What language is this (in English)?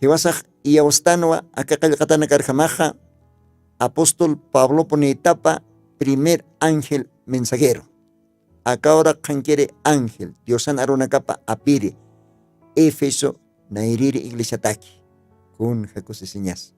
Aymara